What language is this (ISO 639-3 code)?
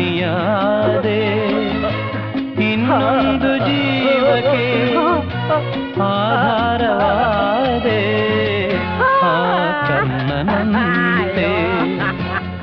kan